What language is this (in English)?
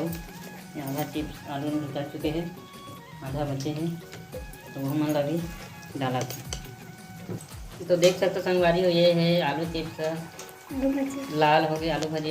Chhattisgarhi